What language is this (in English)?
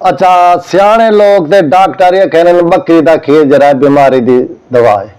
Saraiki